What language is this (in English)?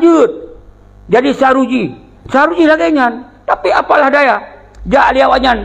Achinese